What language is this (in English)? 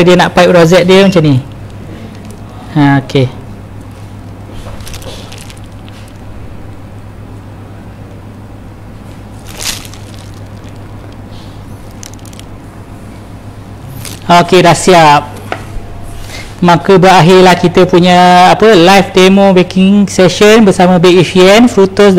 Malay